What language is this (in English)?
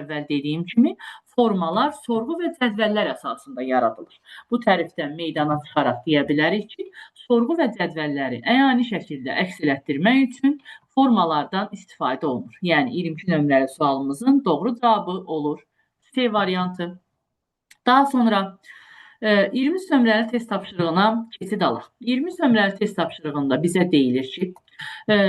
Azerbaijani